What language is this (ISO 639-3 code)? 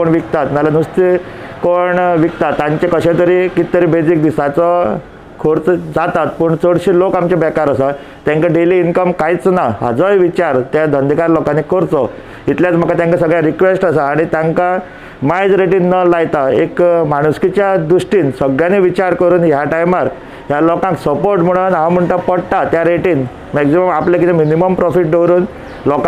kok